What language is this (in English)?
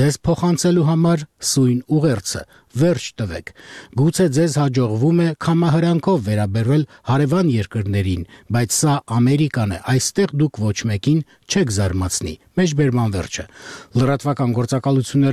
Armenian